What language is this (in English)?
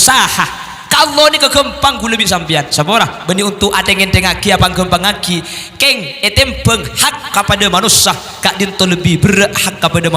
Madurese